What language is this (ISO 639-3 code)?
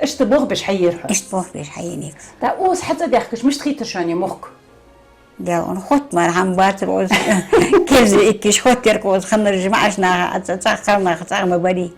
inh